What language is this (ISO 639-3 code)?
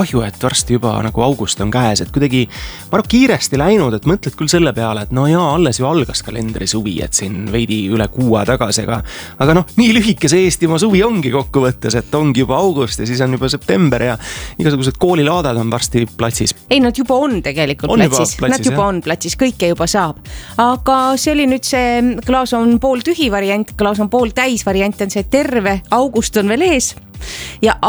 est